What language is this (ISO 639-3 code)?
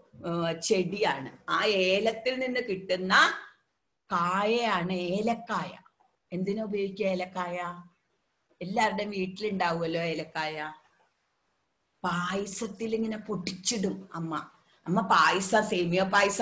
mal